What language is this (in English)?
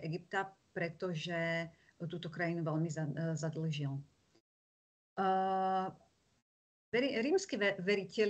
Slovak